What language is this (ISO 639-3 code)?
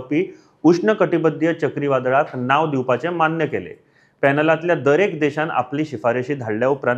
kok